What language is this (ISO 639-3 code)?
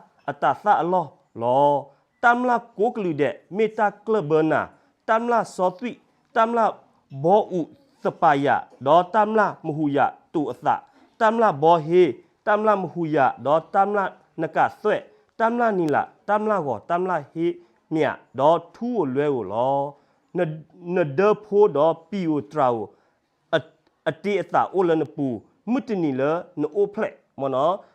ksw